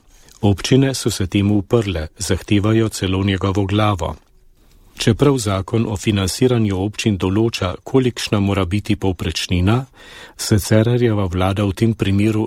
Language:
Slovenian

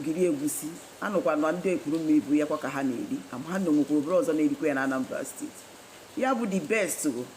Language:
Igbo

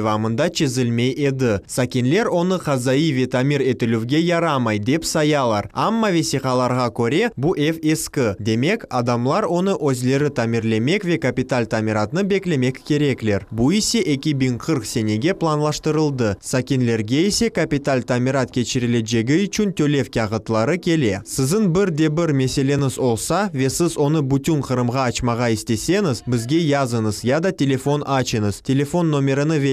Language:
Crimean Tatar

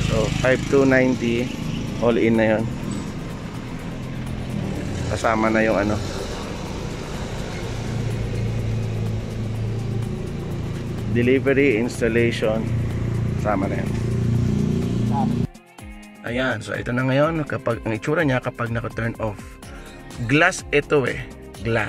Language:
Filipino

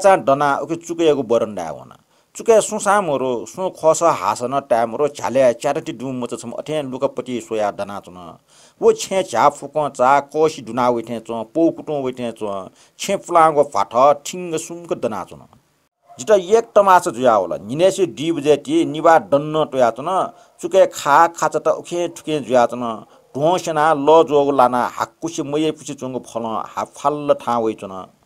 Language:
Newari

